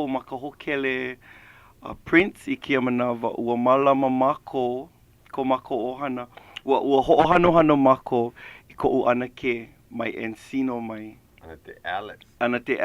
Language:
Hawaiian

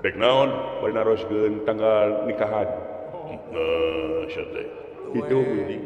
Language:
Sundanese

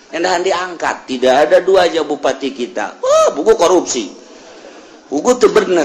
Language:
Sundanese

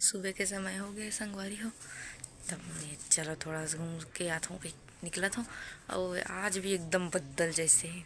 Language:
Chhattisgarhi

